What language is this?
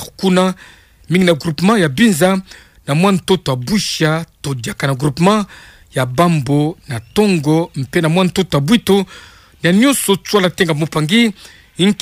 Kituba (Democratic Republic of Congo)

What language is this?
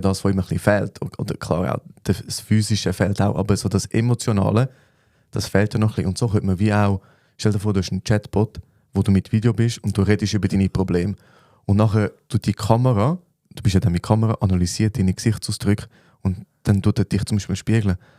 Swiss German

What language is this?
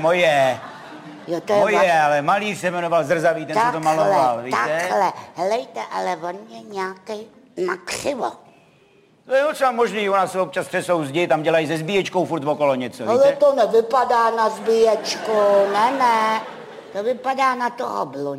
Czech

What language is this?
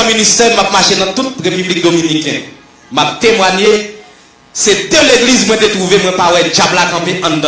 Haitian Creole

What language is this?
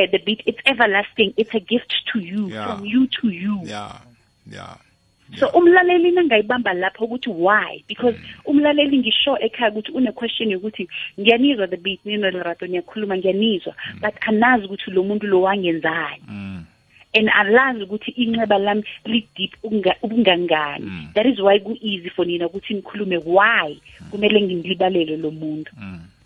South Ndebele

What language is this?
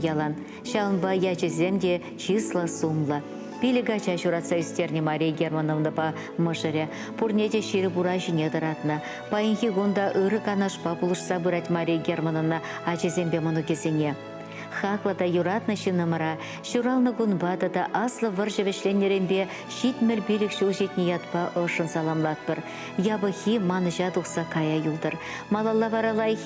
Chuvash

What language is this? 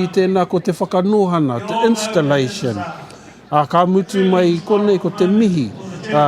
Māori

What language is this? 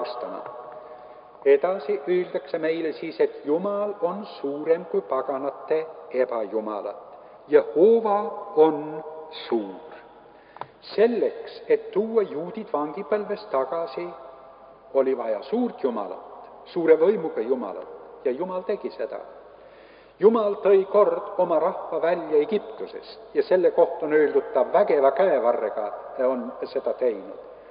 Estonian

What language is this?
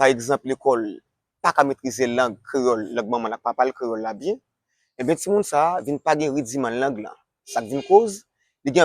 Haitian Creole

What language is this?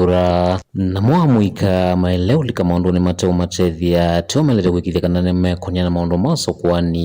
Kamba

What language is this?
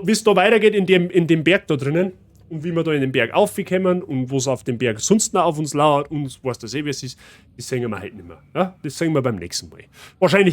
Bavarian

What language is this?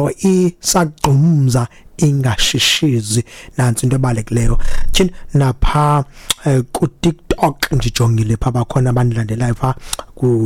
Xhosa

